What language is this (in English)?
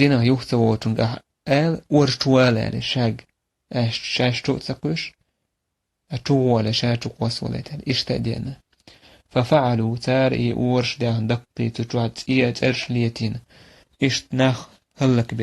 Chechen